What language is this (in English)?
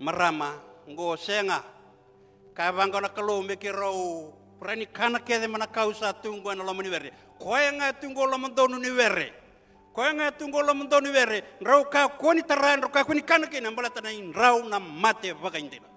Fijian